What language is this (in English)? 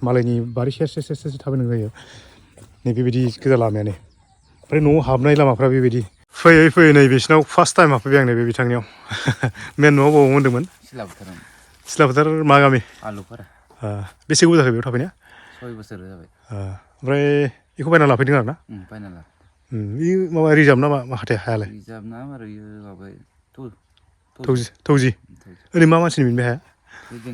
Bodo